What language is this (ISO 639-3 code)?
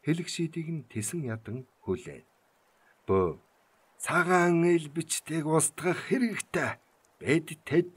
mon